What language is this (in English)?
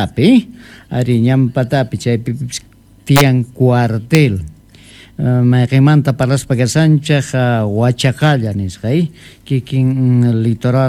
South Bolivian Quechua